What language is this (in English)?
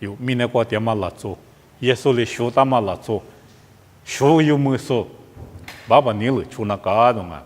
Lisu